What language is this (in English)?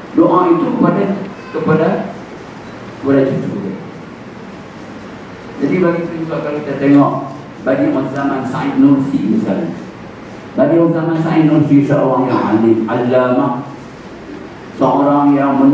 Malay